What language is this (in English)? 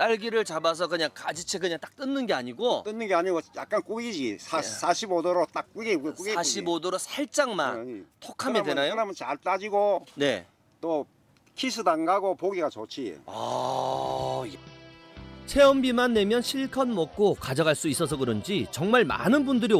Korean